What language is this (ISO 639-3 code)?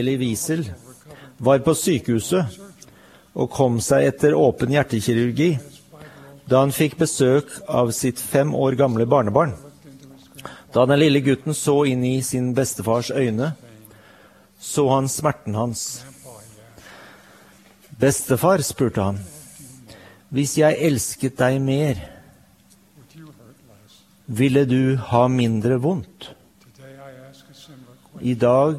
nor